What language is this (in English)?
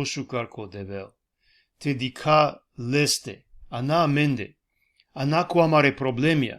Balkan Romani